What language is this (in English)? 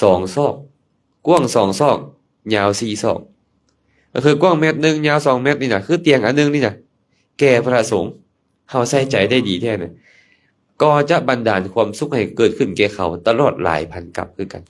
Lao